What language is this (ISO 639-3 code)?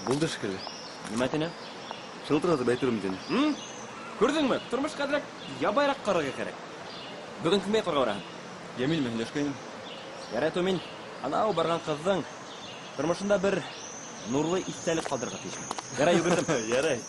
bak